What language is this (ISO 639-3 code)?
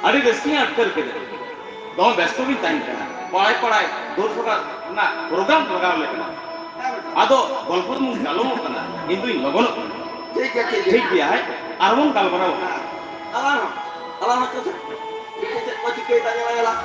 sat